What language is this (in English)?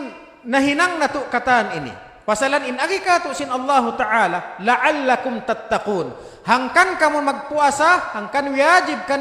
Tausug